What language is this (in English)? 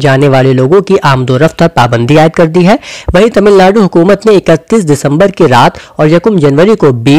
Urdu